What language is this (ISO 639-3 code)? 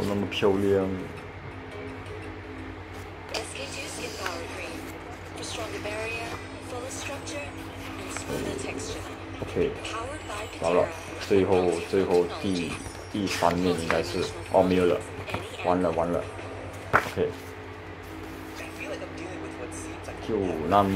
zho